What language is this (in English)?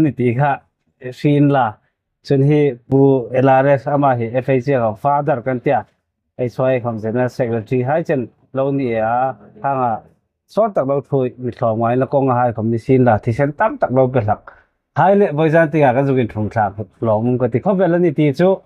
Hmar